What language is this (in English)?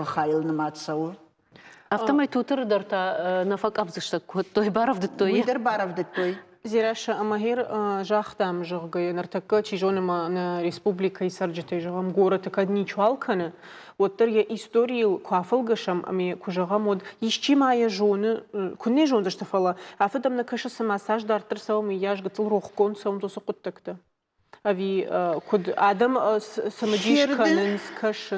Ossetic